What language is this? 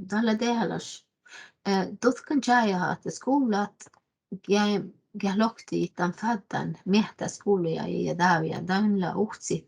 Northern Sami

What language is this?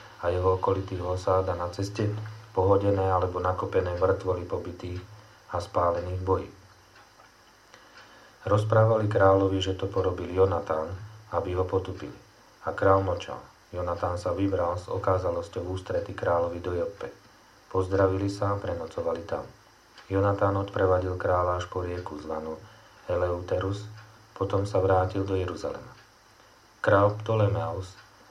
Slovak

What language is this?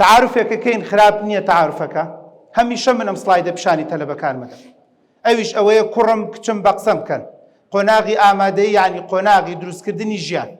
Central Kurdish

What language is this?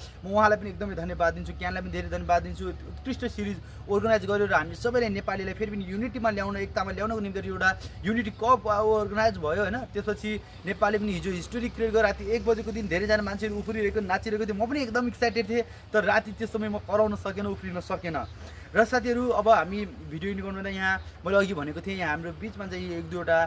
Nepali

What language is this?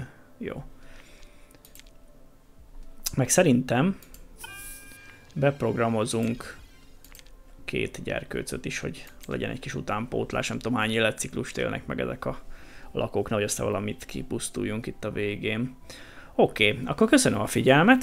Hungarian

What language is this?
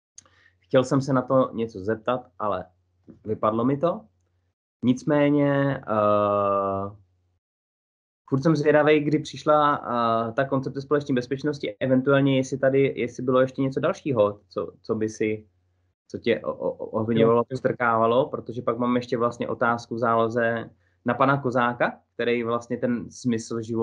Czech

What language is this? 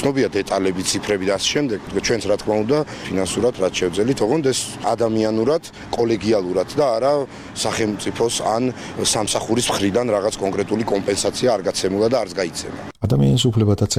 Georgian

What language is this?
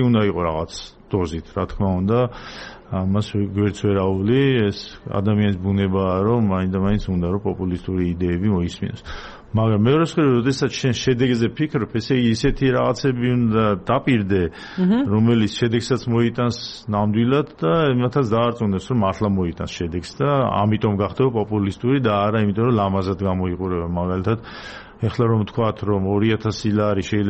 Georgian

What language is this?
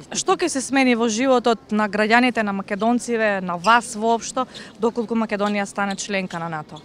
Macedonian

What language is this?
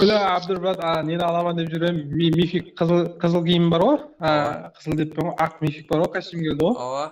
Kara-Kalpak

